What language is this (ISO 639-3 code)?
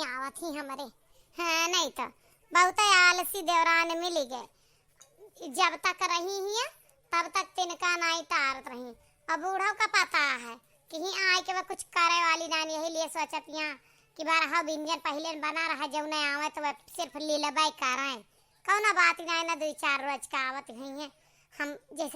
awa